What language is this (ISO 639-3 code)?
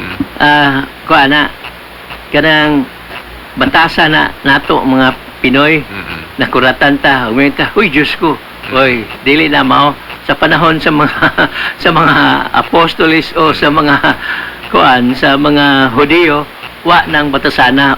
ceb